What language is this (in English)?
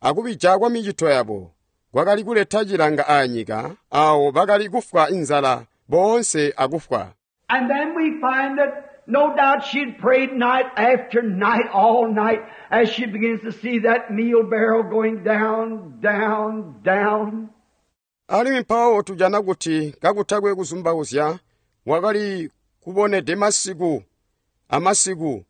Tonga (Zambia)